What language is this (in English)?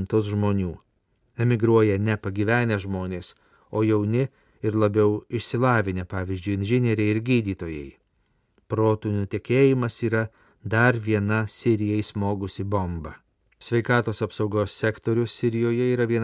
Lithuanian